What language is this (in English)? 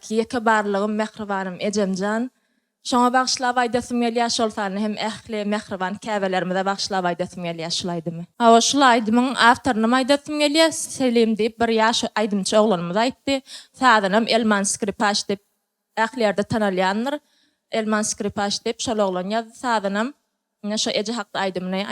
Turkmen